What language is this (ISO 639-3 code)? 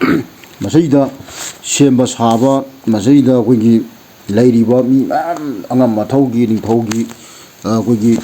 mni